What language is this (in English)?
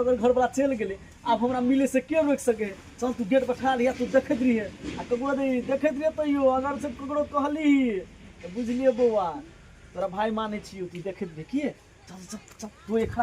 Maithili